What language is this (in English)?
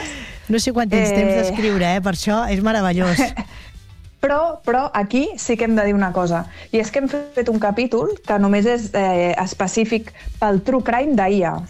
Catalan